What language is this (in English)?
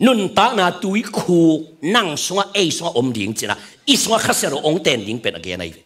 Tedim Chin